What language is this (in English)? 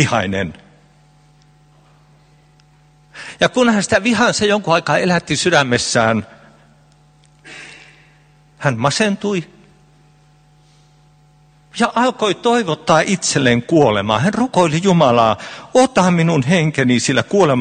Finnish